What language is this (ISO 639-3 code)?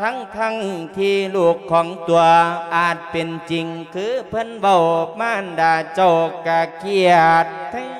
lao